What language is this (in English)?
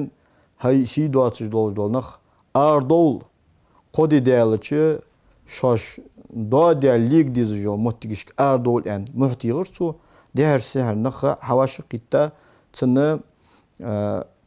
Ingush